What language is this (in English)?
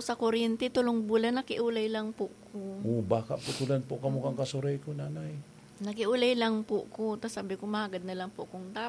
Bikol